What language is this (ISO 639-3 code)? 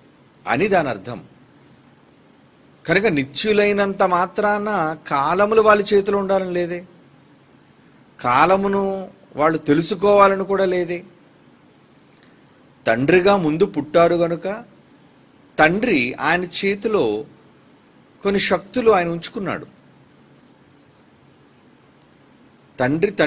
tel